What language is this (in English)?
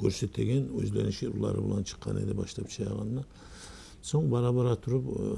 Kumyk